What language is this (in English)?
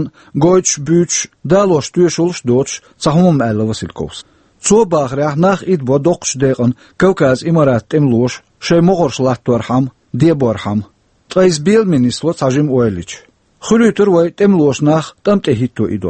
Chechen